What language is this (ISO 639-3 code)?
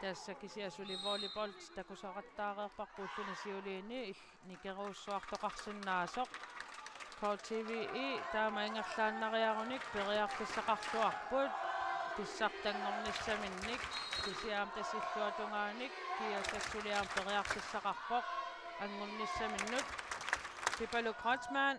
kal